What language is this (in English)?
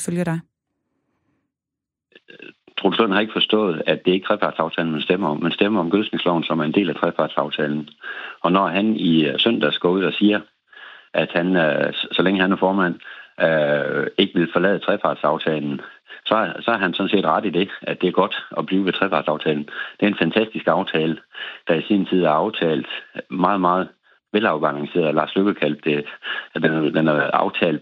Danish